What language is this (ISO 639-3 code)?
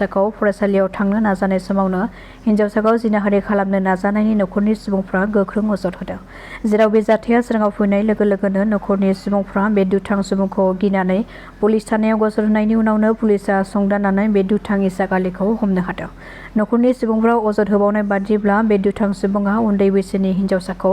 brx